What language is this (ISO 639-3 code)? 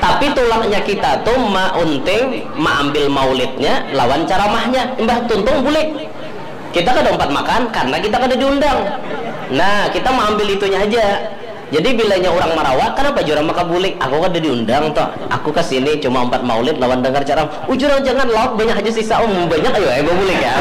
bjn